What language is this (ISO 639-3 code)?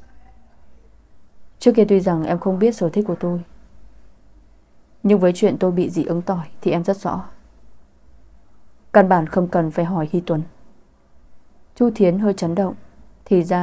vie